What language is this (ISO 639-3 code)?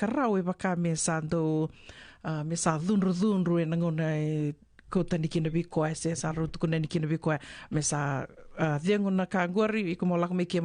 fij